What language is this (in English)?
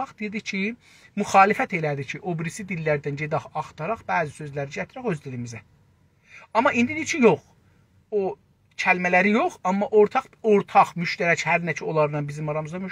South Azerbaijani